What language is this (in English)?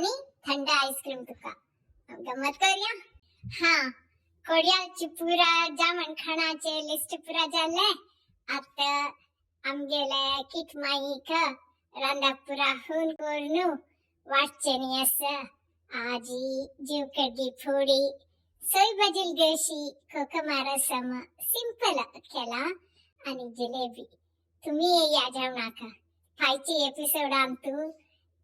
Konkani